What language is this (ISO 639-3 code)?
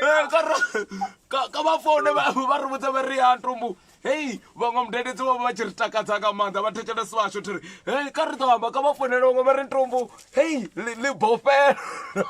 ven